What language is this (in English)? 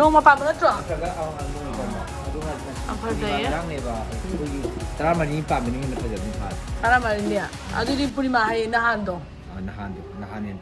Manipuri